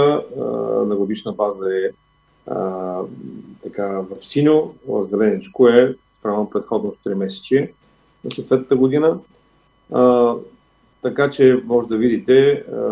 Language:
Bulgarian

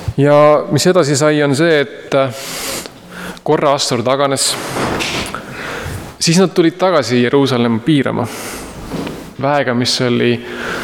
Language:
Estonian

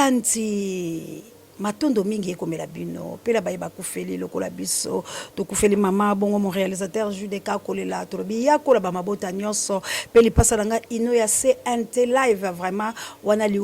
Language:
Lingala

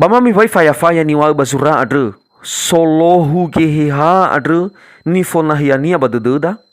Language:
Nias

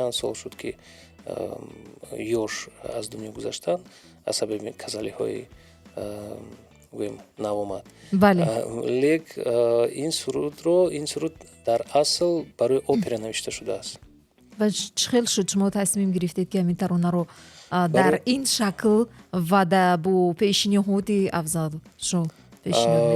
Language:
Tajik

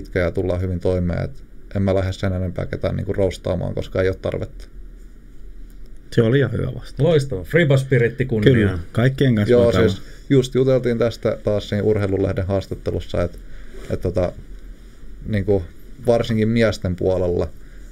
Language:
Finnish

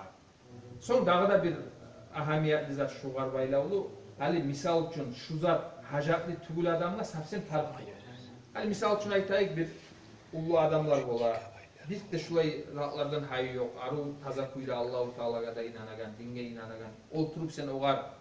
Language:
Kumyk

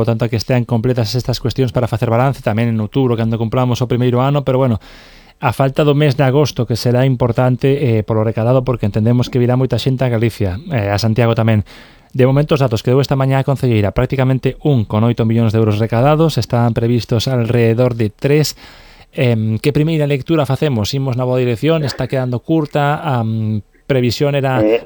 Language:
Galician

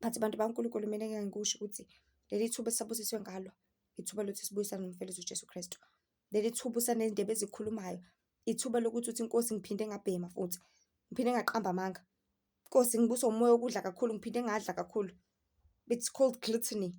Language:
Zulu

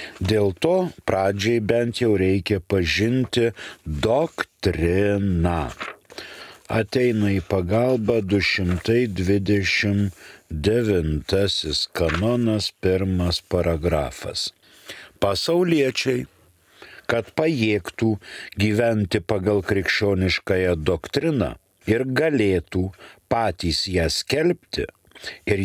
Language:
Lithuanian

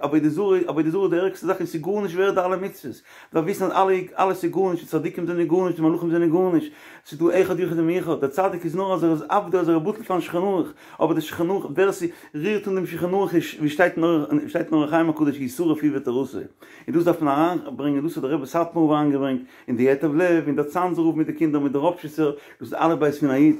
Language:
Yiddish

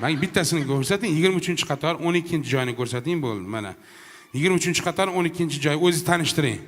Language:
Uzbek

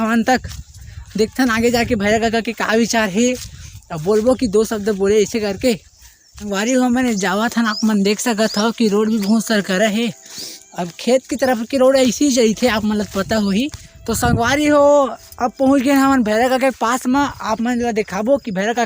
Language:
Chhattisgarhi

